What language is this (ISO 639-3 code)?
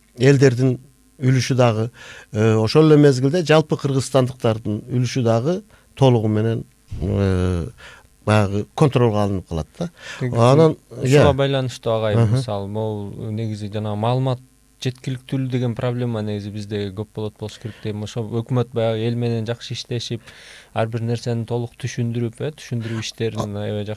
kir